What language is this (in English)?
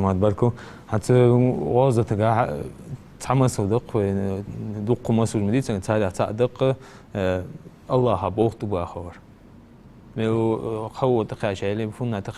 Ingush